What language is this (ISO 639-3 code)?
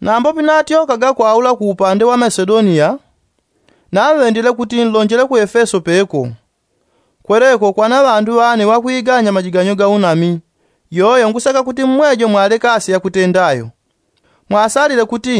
yao